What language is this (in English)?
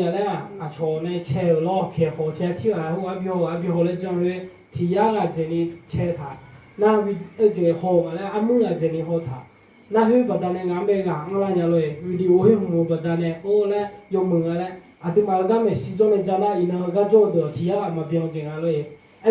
Akha